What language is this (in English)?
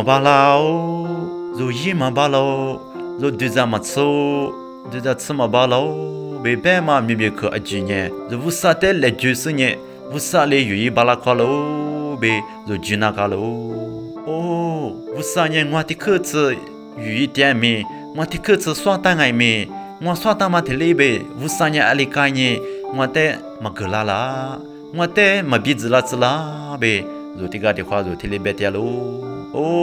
Lisu